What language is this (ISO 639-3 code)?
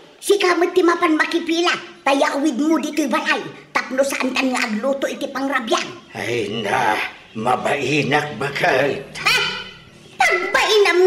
ilo